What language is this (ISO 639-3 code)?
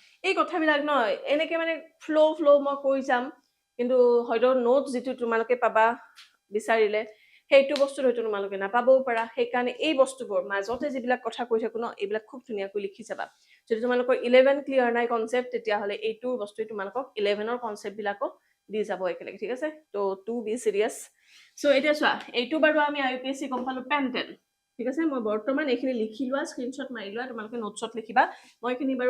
asm